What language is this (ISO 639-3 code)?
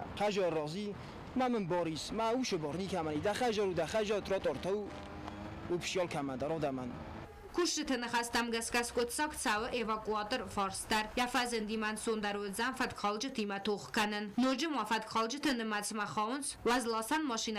oss